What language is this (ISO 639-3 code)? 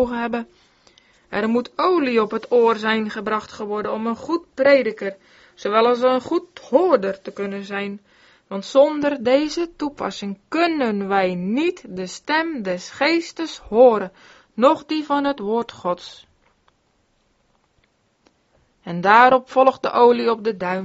nld